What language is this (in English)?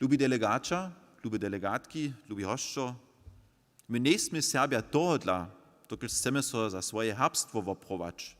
Upper Sorbian